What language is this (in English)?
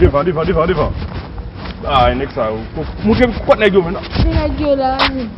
Haitian Creole